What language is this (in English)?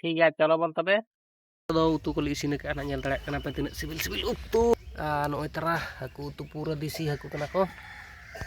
Santali